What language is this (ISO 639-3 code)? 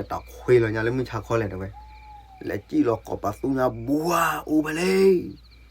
ksw